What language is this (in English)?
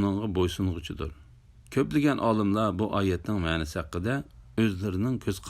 Uyghur